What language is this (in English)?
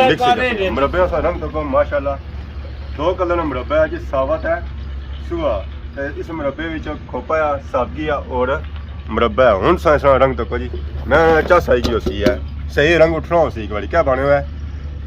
Pahari-Potwari